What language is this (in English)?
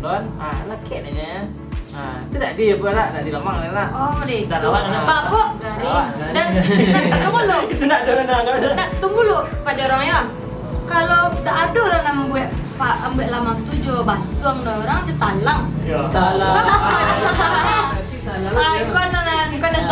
Minangkabau